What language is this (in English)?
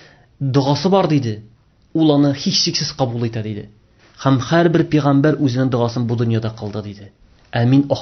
Tatar